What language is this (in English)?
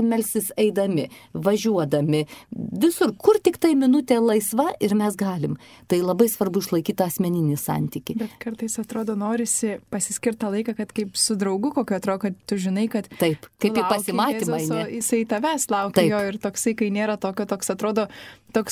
Lithuanian